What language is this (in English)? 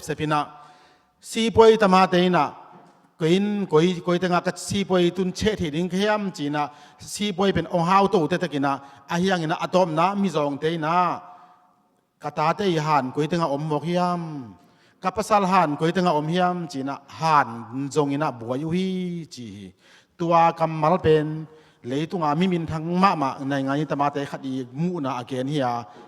Tedim Chin